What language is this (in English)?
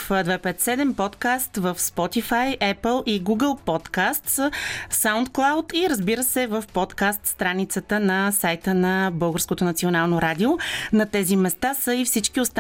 Bulgarian